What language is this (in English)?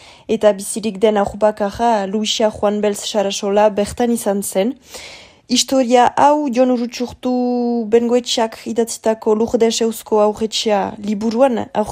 Basque